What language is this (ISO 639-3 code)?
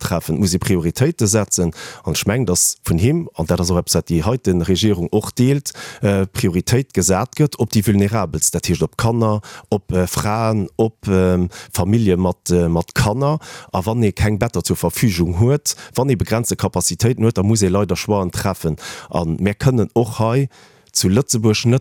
ltz